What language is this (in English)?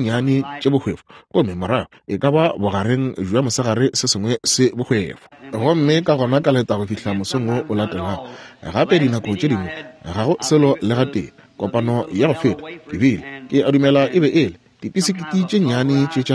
Northern Sotho